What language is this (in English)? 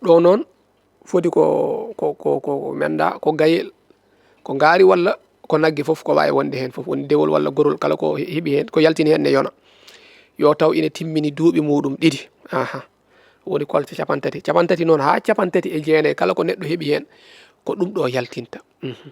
Fula